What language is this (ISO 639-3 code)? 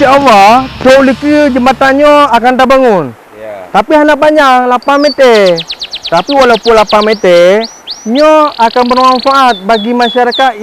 ace